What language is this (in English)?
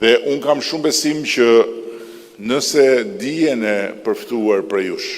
Albanian